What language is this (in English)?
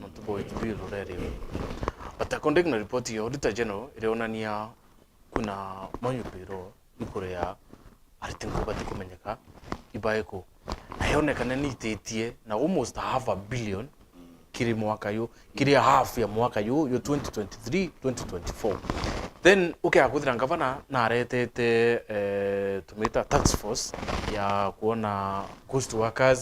Meru